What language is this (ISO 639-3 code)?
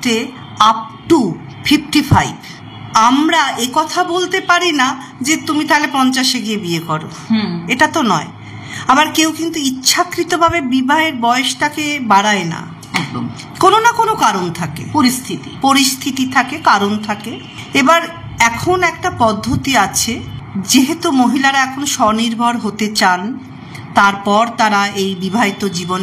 ben